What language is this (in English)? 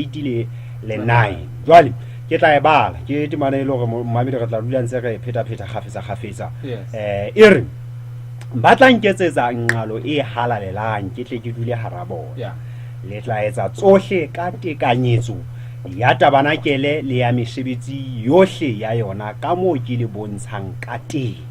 Southern Sotho